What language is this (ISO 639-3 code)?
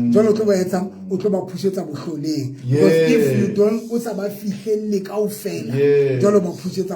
sot